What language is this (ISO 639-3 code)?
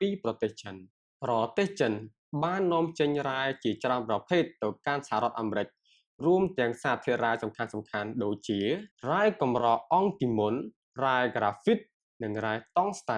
khm